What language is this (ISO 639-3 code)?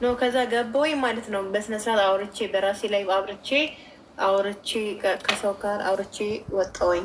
amh